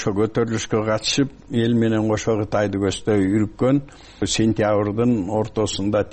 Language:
Kyrgyz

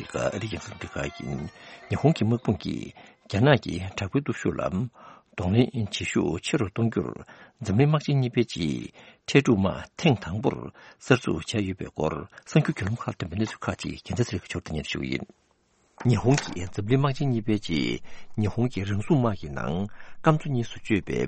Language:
Tibetan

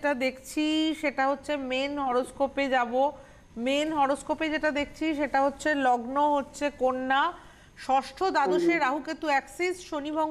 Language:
Bangla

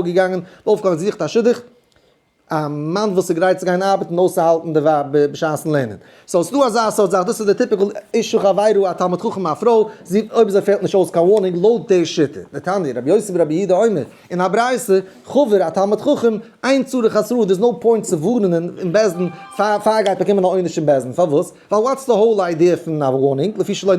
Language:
Yiddish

